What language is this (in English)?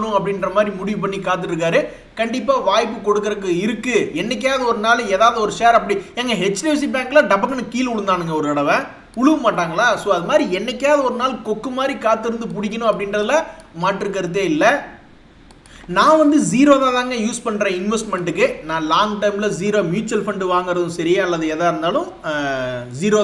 Tamil